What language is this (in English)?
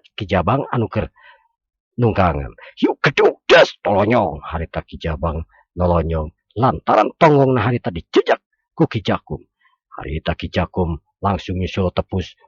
Sundanese